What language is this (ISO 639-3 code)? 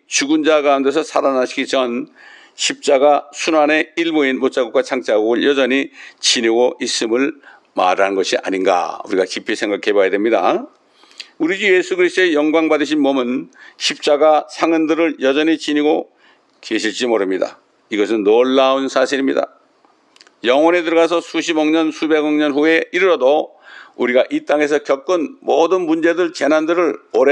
kor